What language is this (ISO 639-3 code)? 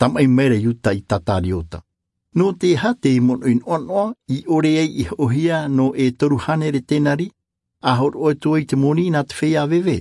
tah